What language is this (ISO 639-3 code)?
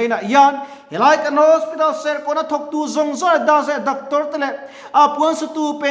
lus